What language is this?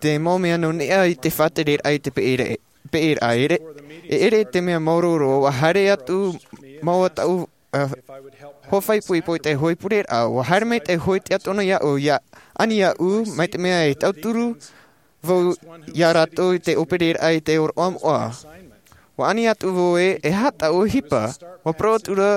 Tahitian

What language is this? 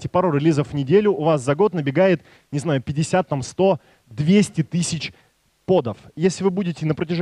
Russian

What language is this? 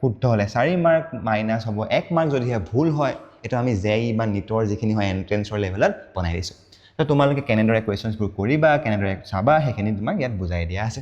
Assamese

